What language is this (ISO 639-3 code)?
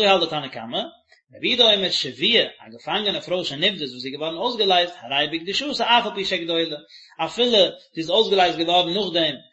yid